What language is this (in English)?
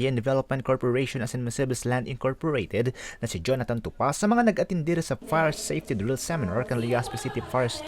Bikol